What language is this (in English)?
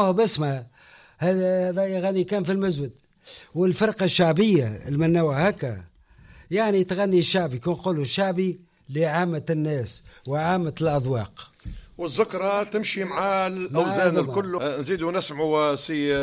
Tunisian Arabic